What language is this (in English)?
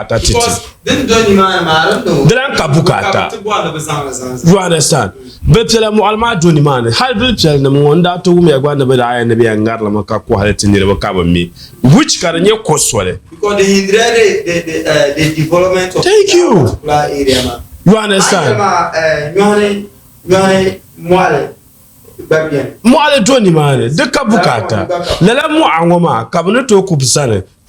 Dagbani